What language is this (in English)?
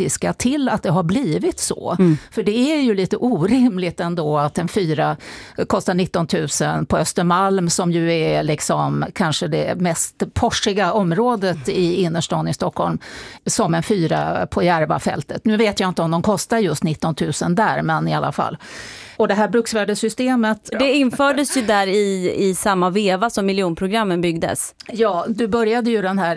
Swedish